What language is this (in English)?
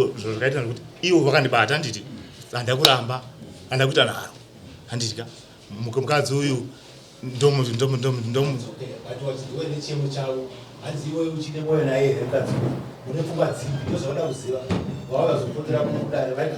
Shona